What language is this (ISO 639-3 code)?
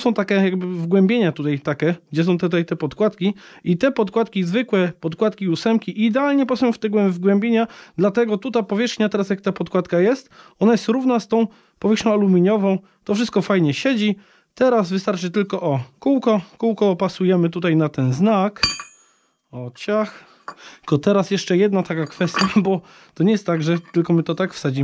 pol